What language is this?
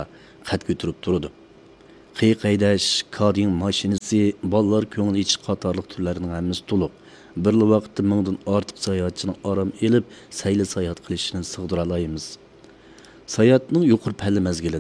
Uyghur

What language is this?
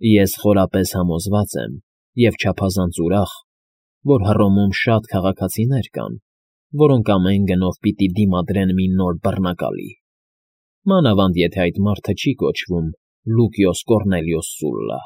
Armenian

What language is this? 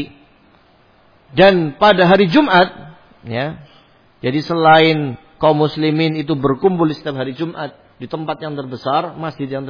Indonesian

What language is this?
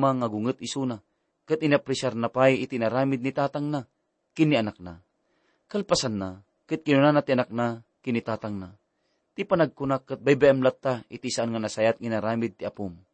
Iloko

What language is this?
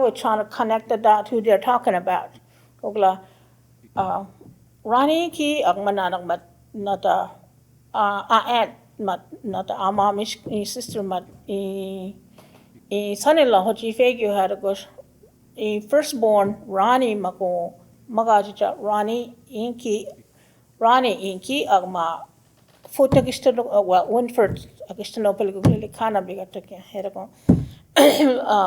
Choctaw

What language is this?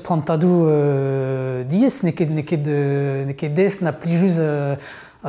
Breton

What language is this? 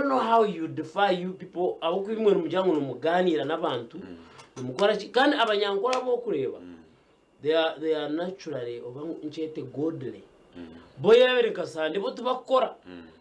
Nyankole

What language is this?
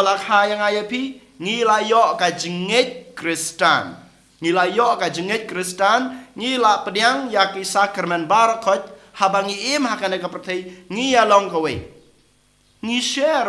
Khasi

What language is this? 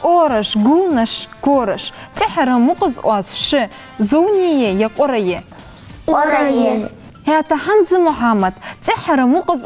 Ingush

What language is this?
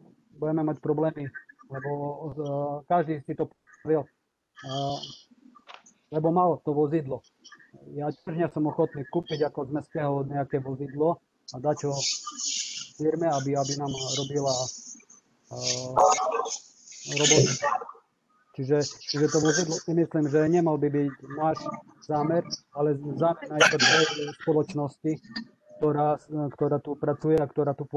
Slovak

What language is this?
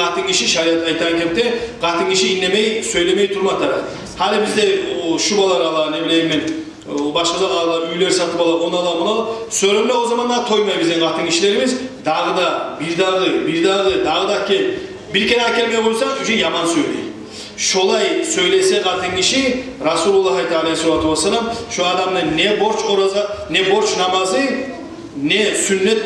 Kumyk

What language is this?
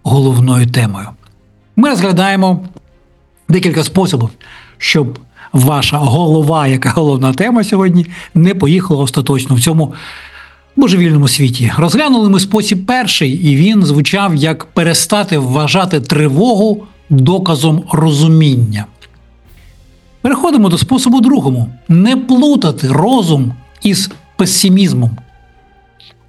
Ukrainian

